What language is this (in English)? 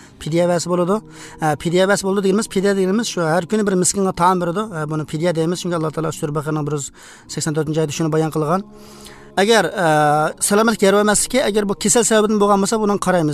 Uzbek